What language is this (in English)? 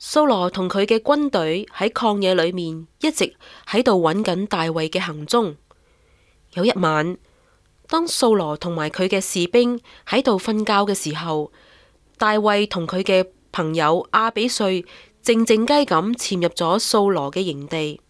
Cantonese